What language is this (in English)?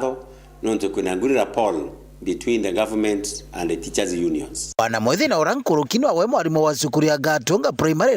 Meru